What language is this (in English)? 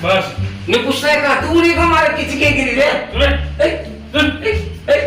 Baluchi